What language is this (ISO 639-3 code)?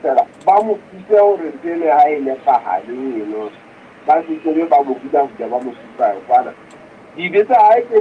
sot